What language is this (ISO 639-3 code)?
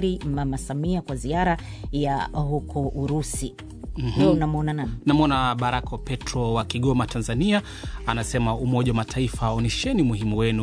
swa